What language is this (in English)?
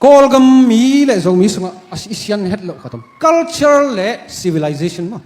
Tedim Chin